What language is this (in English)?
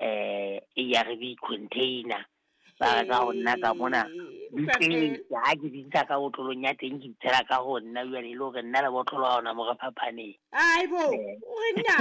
Southern Sotho